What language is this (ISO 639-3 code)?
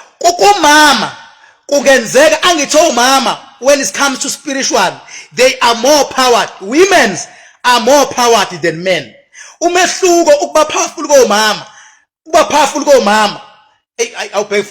zul